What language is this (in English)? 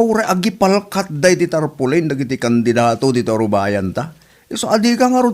Iloko